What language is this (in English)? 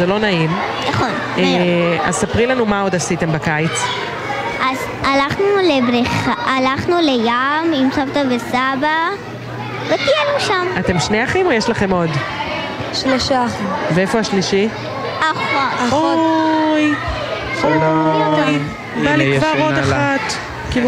Hebrew